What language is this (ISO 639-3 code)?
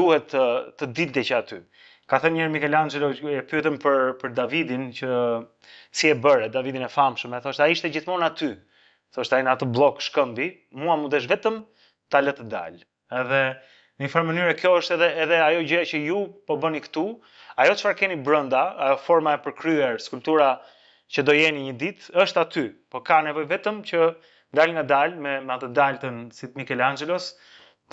sqi